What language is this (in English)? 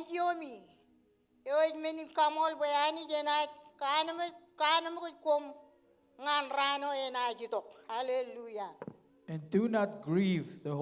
Marshallese